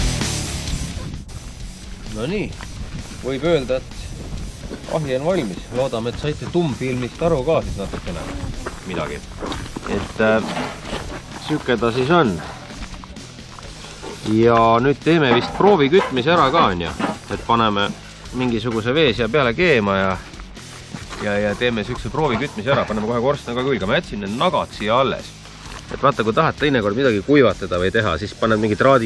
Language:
Estonian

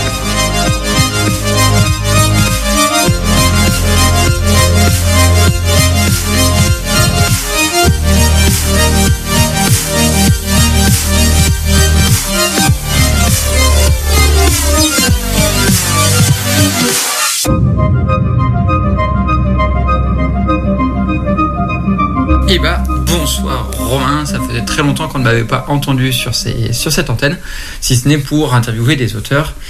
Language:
French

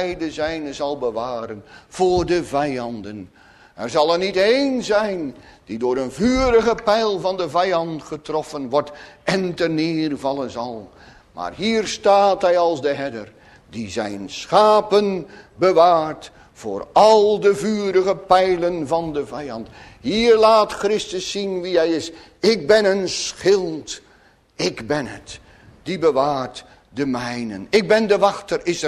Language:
Dutch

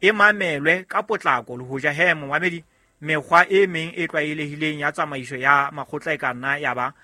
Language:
Southern Sotho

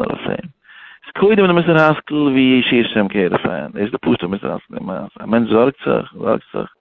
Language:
Yiddish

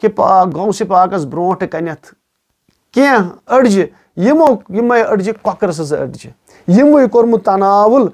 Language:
Kashmiri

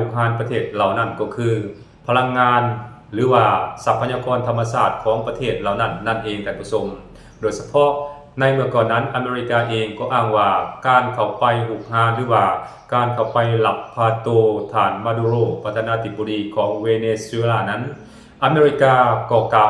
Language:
Lao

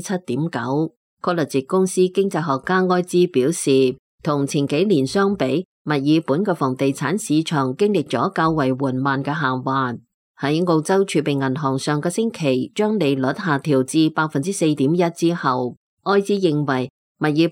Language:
Cantonese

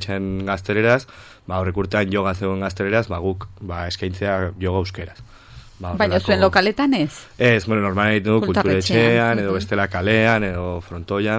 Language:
Basque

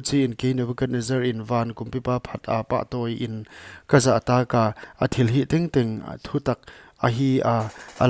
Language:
Paite Chin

